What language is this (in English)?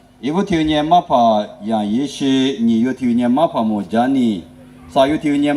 Lisu